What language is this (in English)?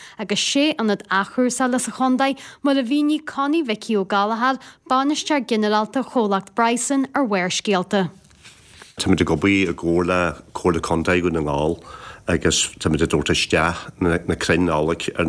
Irish